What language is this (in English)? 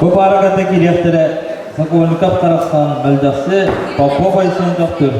Yakut